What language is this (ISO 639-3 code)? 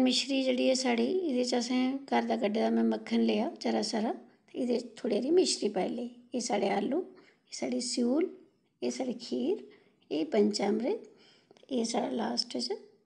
doi